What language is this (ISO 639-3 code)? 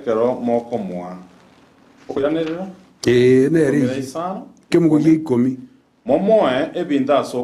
guz